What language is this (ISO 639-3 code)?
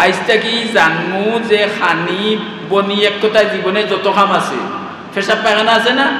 syl